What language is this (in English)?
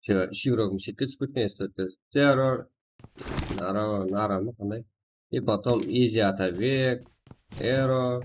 Kara-Kalpak